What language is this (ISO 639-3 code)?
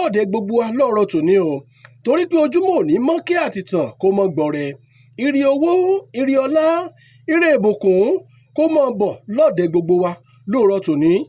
yor